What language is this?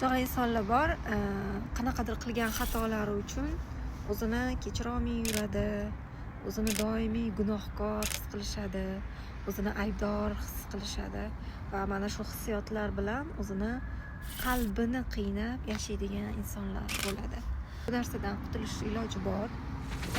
Uzbek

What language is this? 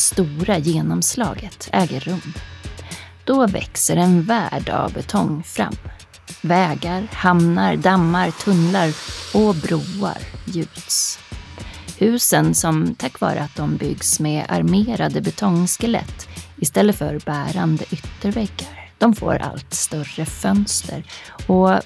Swedish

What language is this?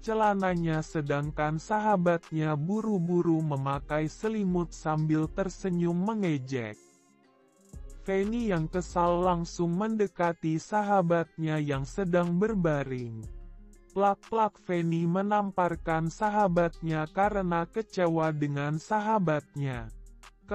Indonesian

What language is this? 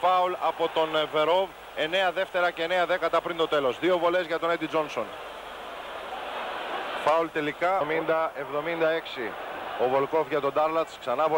Greek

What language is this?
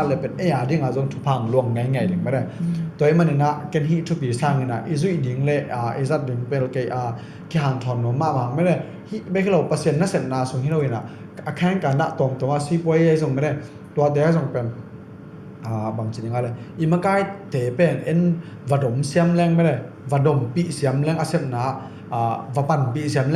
Tedim Chin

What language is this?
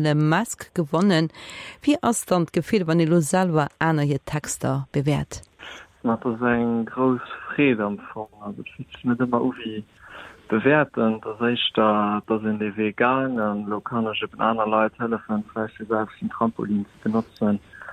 Luxembourgish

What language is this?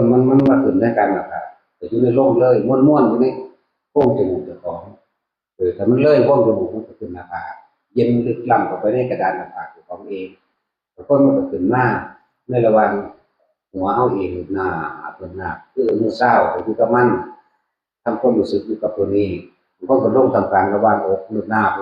Northeastern Thai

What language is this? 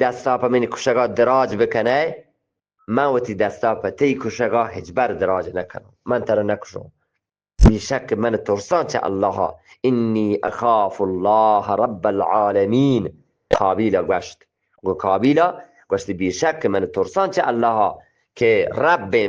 Eastern Balochi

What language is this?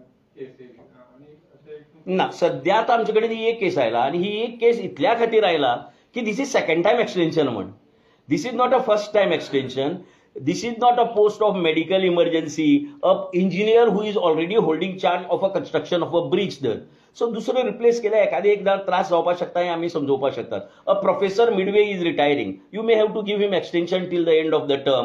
Konkani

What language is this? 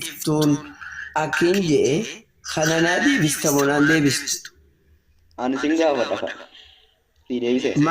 Oromo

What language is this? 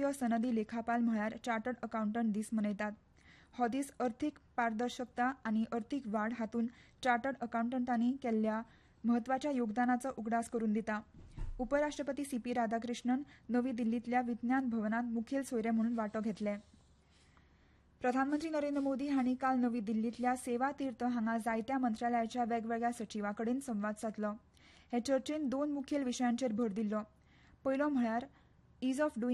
Konkani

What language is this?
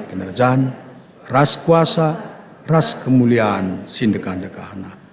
Batak Karo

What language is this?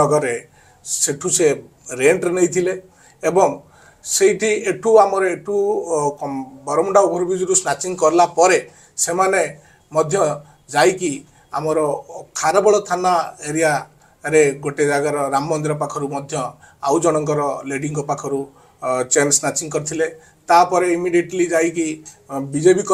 Odia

